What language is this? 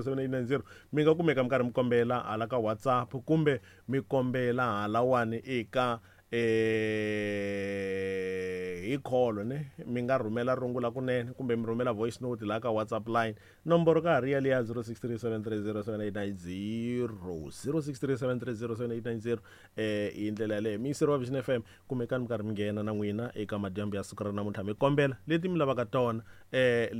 Tsonga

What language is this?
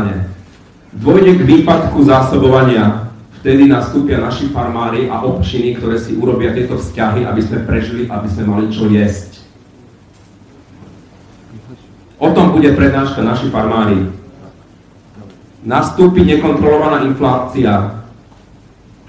Slovak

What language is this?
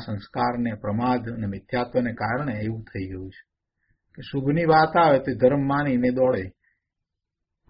Gujarati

